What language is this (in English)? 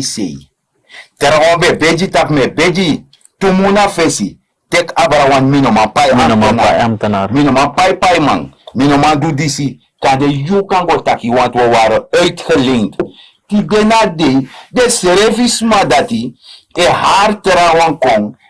Sranan Tongo